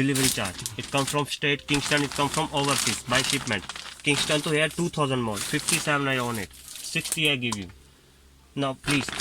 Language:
Jamaican Creole English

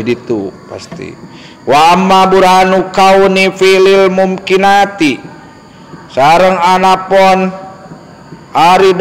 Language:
Sundanese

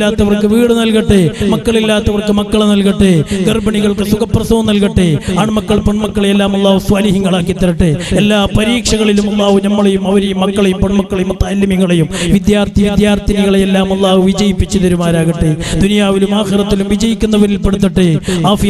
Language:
Malayalam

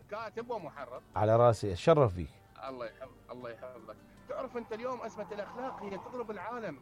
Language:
Mesopotamian Arabic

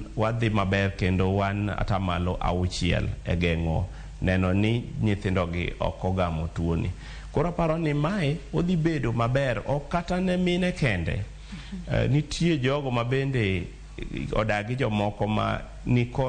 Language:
Luo (Kenya and Tanzania)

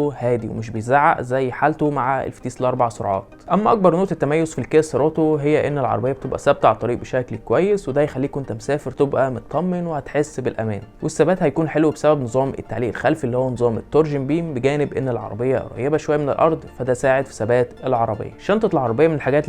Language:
Egyptian Arabic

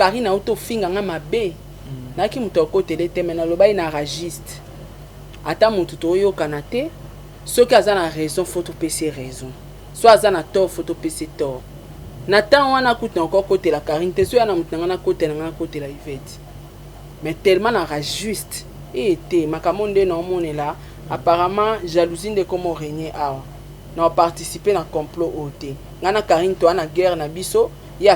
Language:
Lingala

